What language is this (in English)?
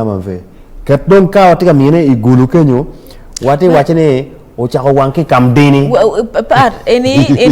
Acoli